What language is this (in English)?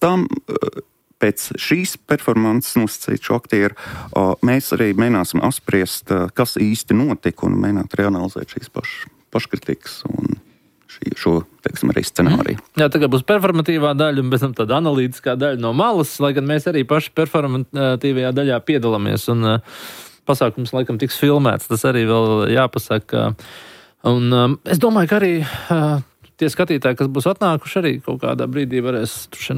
Latvian